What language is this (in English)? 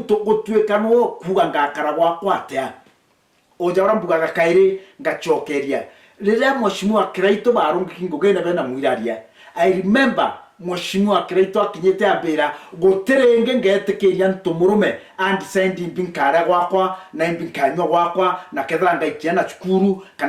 Meru